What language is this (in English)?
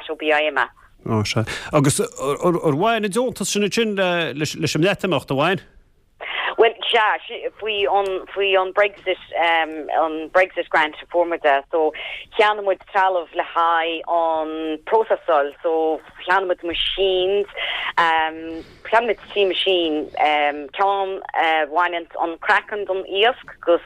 Irish